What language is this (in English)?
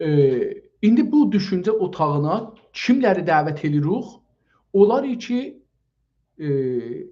South Azerbaijani